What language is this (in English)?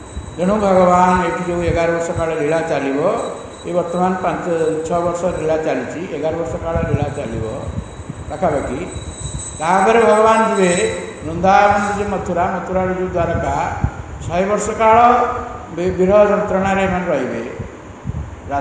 Odia